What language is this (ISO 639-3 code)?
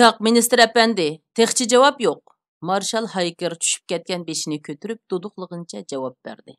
uig